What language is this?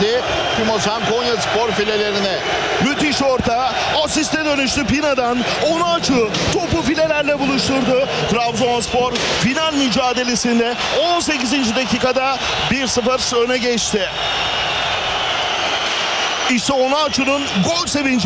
Turkish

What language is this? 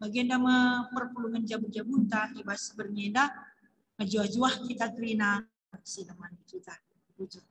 Batak Karo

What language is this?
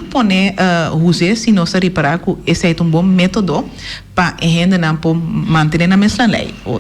Papiamento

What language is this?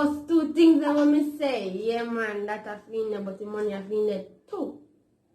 Jamaican Creole English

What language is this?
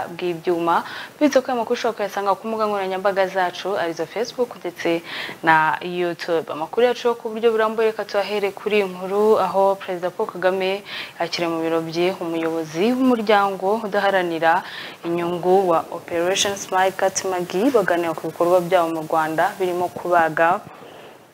Kinyarwanda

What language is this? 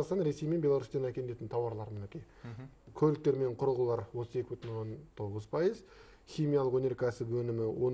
Kazakh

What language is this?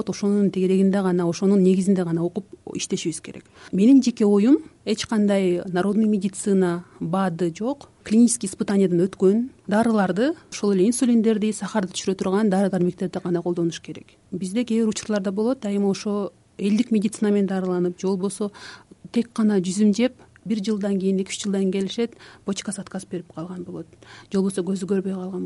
Kyrgyz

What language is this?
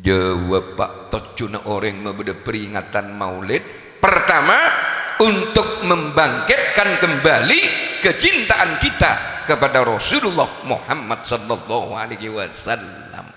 Madurese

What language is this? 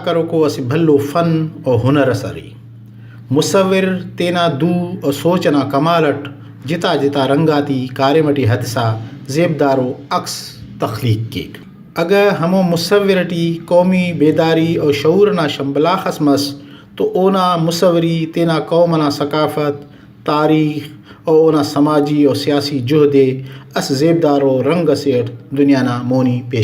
Brahui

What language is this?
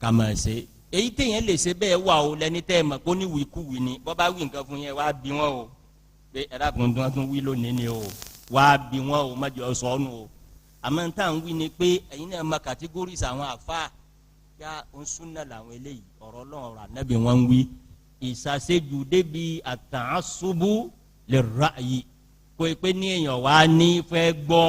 Yoruba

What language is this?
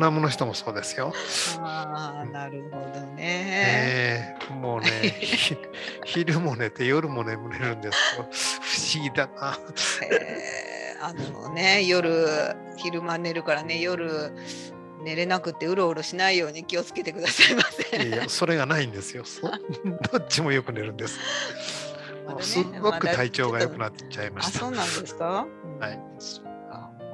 Japanese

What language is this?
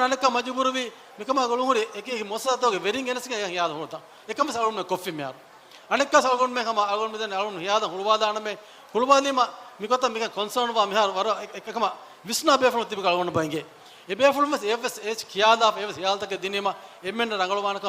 Divehi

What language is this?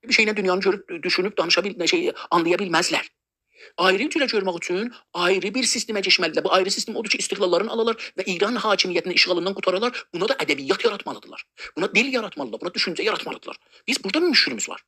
South Azerbaijani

